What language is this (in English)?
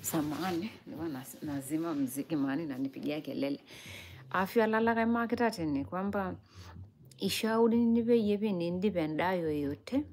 Masai